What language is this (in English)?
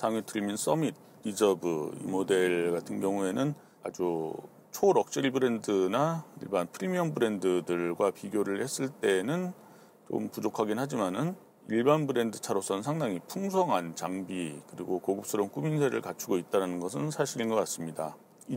Korean